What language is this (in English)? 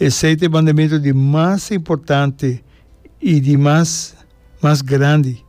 Papiamento